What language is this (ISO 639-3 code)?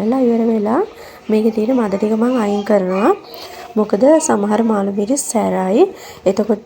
sin